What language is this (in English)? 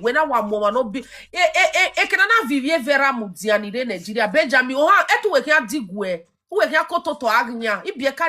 Nigerian Pidgin